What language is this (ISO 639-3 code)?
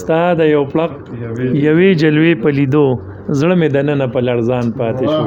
pus